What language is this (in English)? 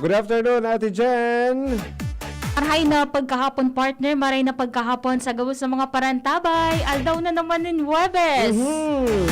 Bikol